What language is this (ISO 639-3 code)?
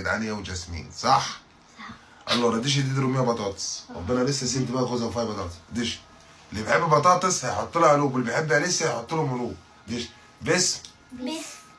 arz